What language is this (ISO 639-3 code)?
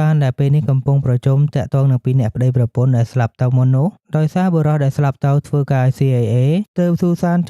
khm